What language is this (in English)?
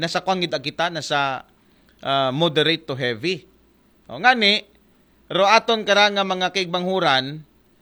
Aklanon